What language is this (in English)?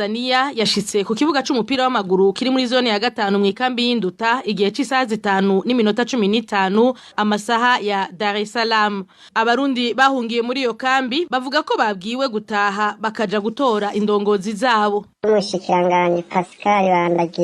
Rundi